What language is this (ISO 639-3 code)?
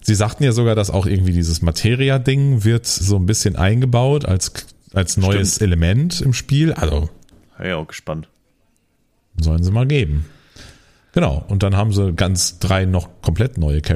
deu